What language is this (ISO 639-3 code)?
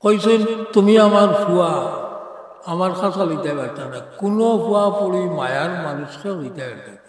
syl